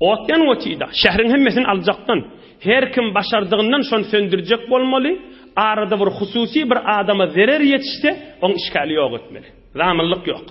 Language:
Turkmen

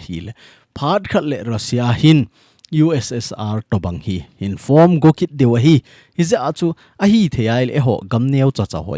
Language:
Thado Chin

